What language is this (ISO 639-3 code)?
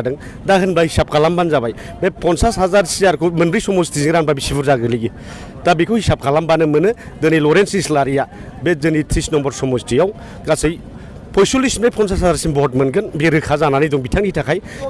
brx